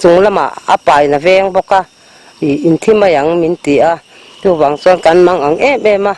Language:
Mizo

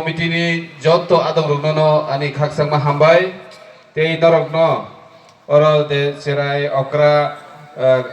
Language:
Riang (India)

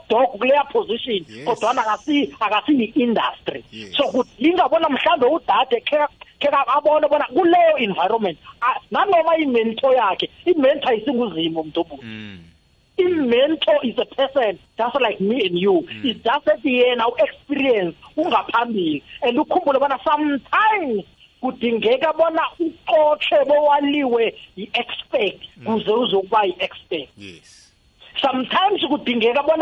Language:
South Ndebele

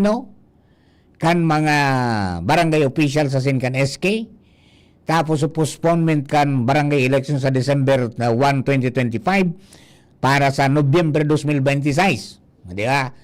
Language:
Bikol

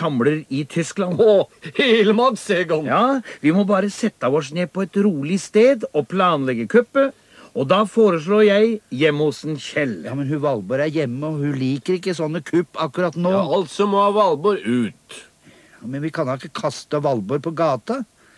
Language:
Norwegian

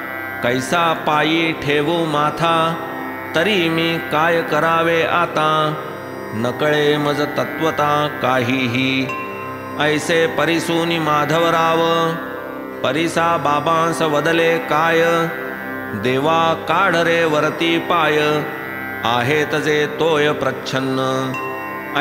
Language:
Marathi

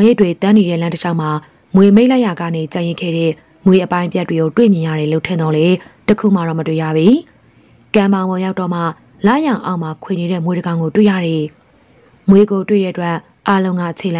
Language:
Burmese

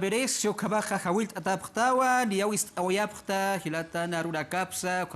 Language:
Aymara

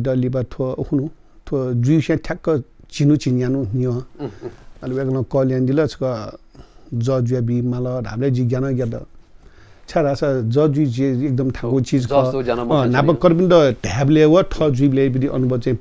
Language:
Newari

